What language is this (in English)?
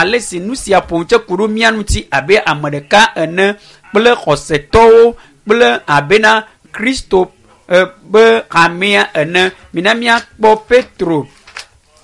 Ewe